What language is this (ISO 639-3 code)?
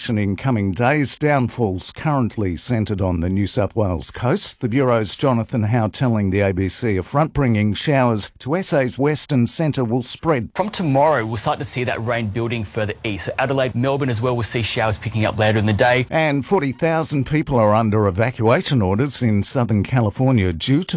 eng